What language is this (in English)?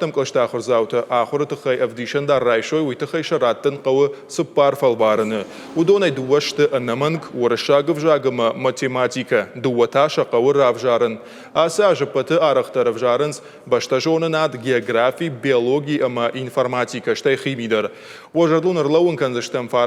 Ossetic